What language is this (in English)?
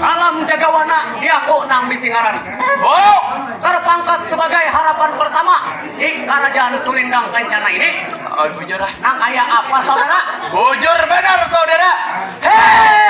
Banjar